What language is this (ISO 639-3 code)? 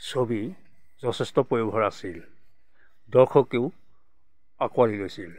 asm